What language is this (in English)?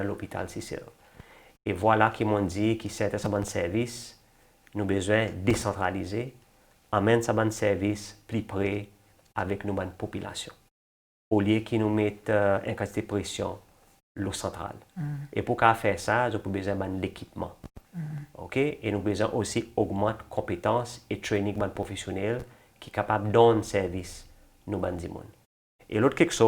Seselwa Creole French